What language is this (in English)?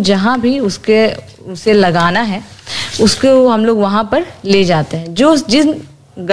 Hindi